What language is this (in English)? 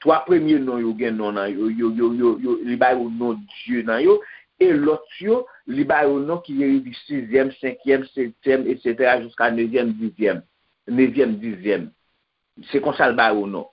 Haitian Creole